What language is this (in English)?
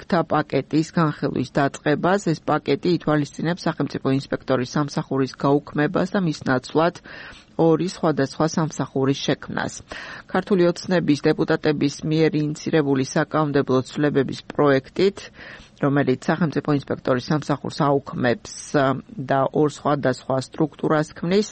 Georgian